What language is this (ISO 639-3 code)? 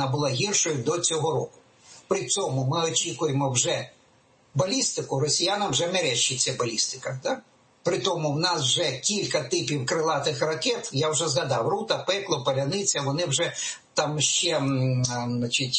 ukr